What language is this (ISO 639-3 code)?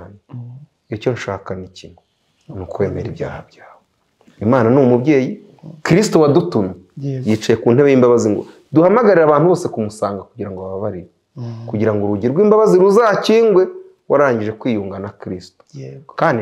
kin